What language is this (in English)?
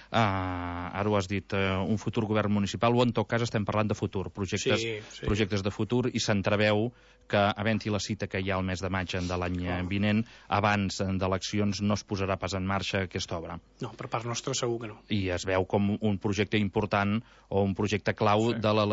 Catalan